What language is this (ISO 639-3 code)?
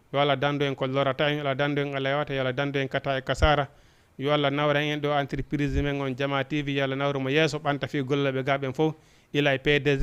ful